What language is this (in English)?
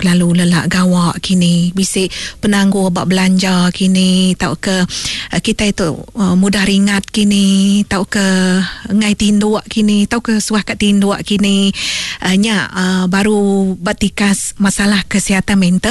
Iban